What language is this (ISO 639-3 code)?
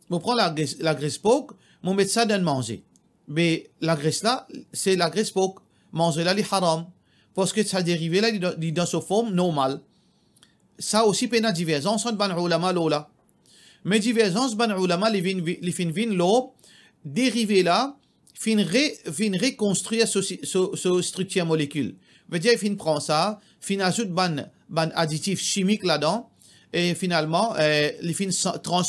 mfe